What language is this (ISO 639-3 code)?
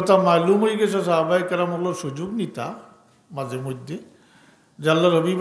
syl